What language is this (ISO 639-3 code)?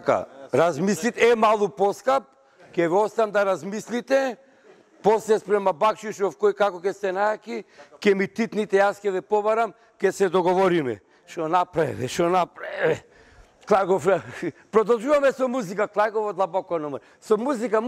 mkd